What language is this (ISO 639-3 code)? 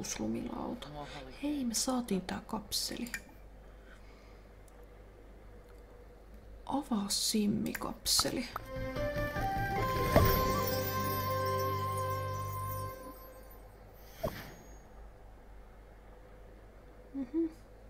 fin